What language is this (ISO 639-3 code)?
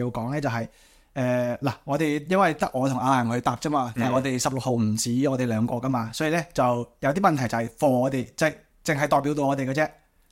yue